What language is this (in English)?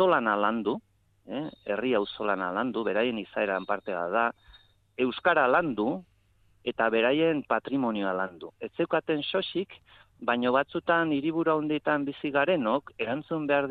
Basque